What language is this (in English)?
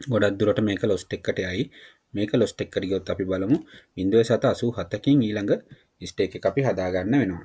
Sinhala